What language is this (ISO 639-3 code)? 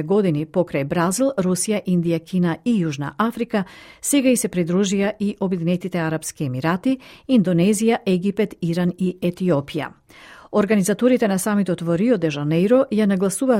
mkd